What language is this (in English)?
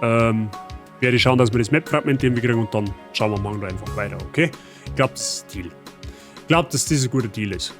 Bavarian